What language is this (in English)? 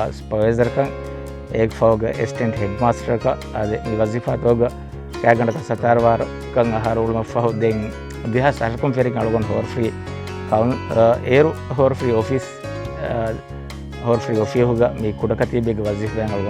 Divehi